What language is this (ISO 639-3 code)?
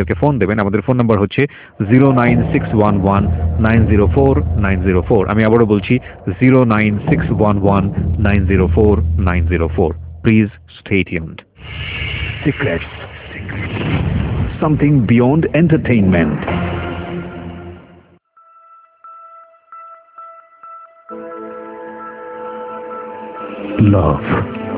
ben